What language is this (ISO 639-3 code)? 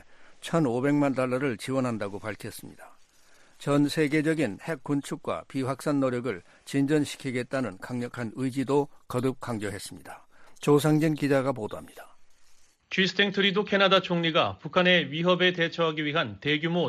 kor